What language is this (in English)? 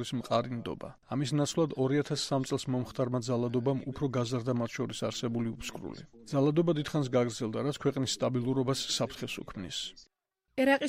Georgian